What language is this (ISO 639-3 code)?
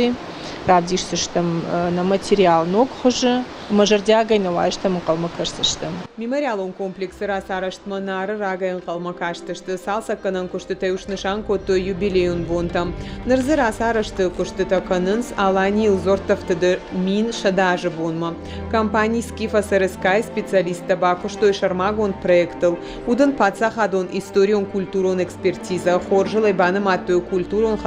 oss